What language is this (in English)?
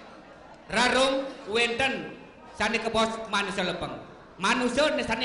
Balinese